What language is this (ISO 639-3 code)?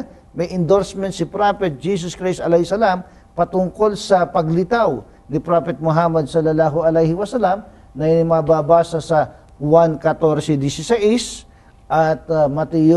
fil